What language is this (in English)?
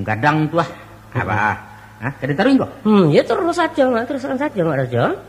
Minangkabau